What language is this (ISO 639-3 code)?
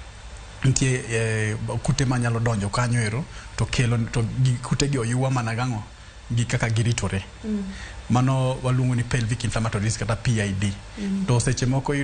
luo